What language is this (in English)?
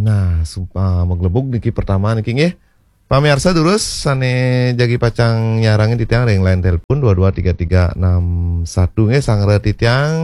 Balinese